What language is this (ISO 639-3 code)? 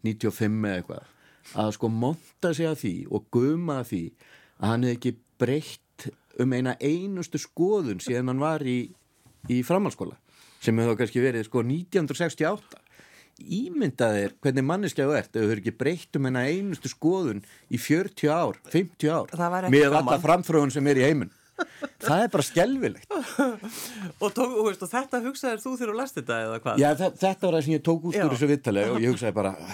isl